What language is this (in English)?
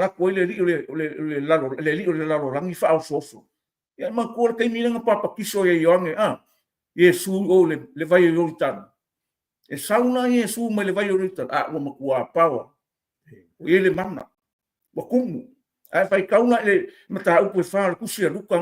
Samoan